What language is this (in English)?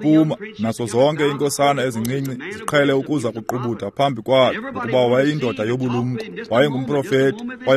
Xhosa